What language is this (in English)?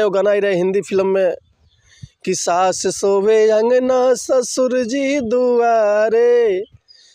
Bhojpuri